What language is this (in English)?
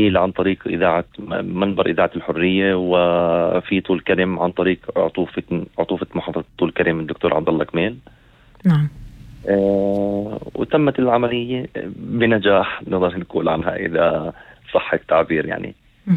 North Levantine Arabic